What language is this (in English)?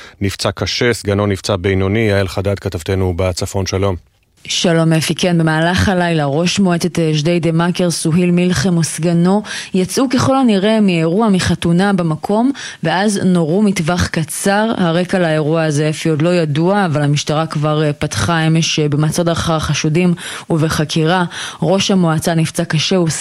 Hebrew